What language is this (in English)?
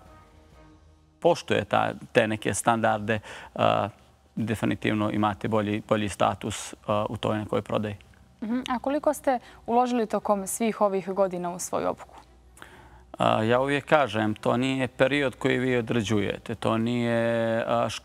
Bosnian